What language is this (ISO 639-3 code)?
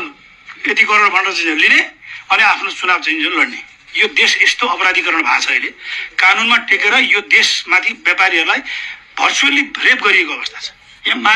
nep